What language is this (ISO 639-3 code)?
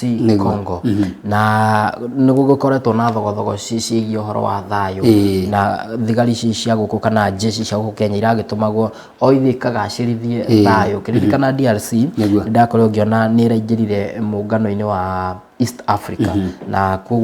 kik